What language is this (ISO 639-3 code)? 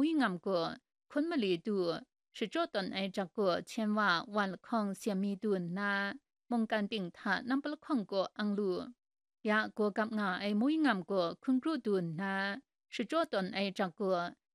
kac